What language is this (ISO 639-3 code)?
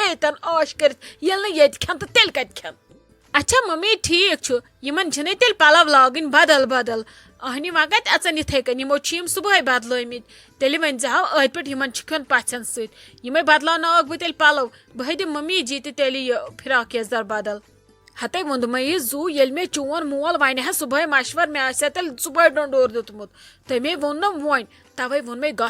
kas